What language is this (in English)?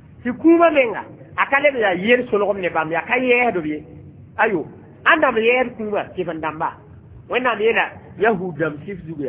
Mossi